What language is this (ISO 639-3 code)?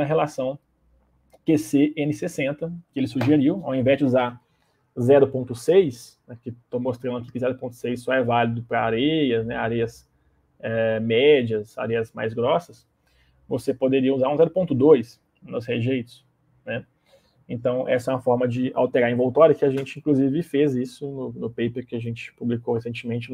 por